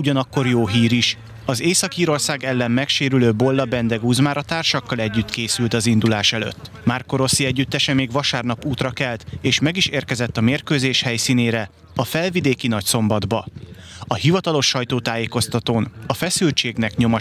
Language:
Hungarian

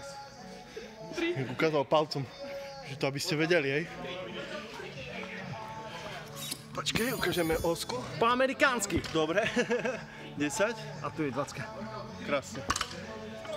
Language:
Slovak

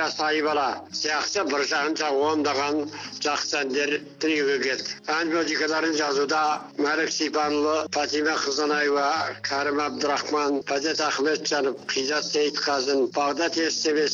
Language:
Kazakh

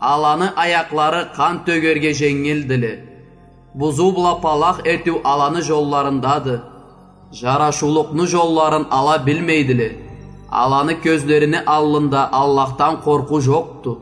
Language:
Karachay-Balkar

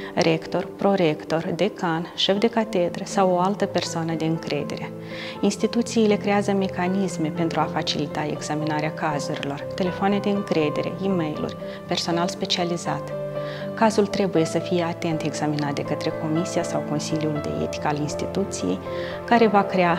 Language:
Romanian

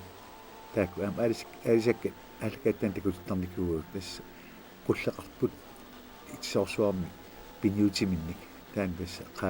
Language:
Kalaallisut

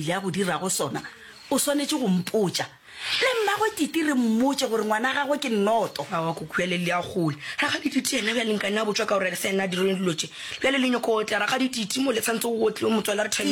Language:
Northern Sotho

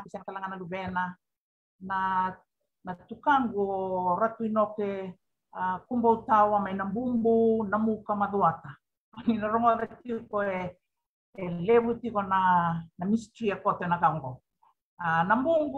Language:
Fijian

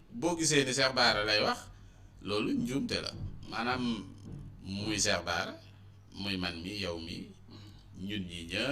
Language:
Wolof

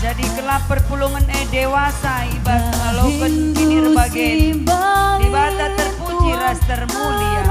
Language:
Batak Karo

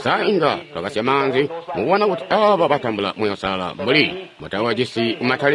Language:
Tonga (Zambia)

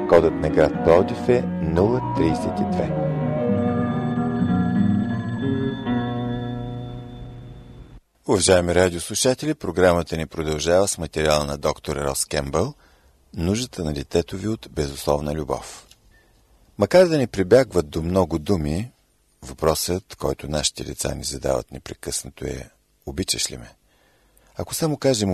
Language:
Bulgarian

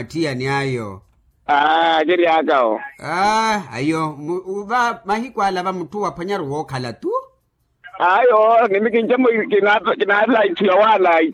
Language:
Makhuwa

